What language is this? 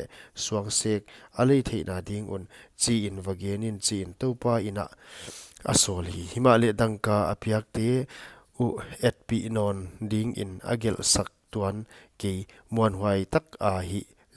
Paite Chin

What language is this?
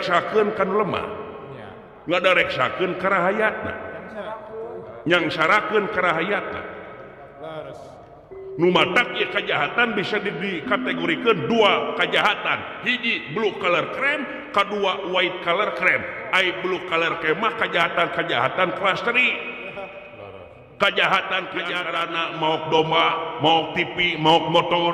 Sundanese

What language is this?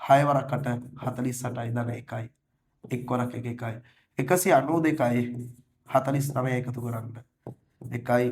Sinhala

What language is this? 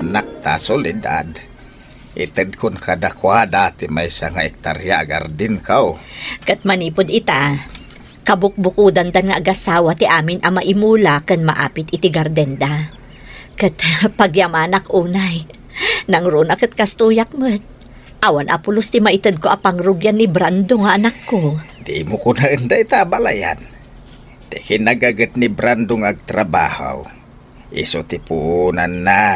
Iloko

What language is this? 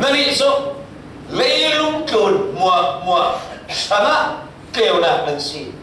Falam Chin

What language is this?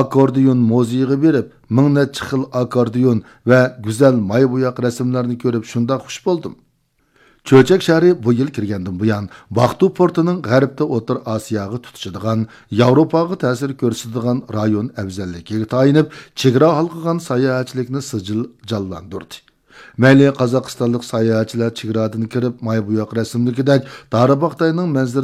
Uyghur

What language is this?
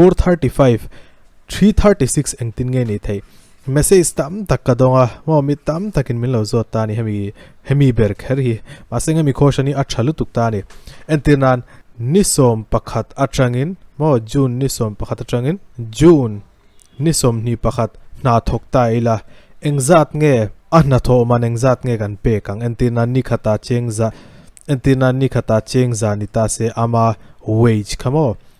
Mizo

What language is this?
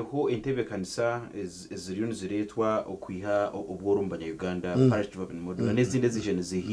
Nyankole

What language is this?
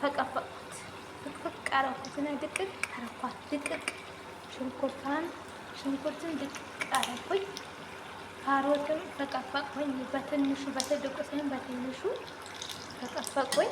Amharic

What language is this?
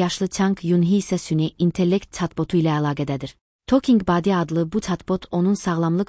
Azerbaijani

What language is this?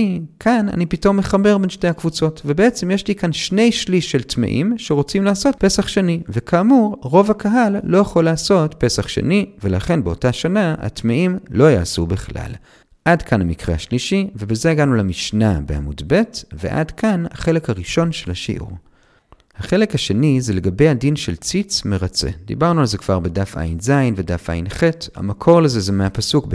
Hebrew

